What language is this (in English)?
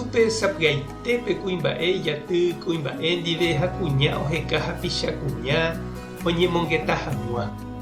Guarani